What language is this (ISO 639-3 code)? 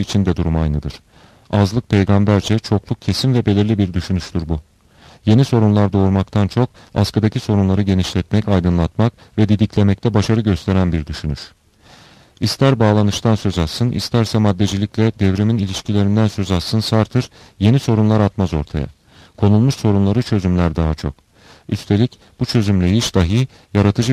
tur